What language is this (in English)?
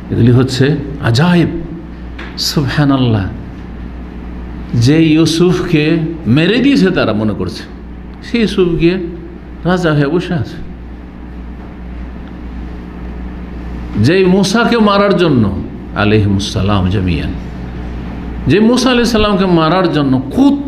Bangla